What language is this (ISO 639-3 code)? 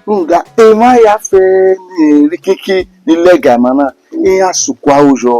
bin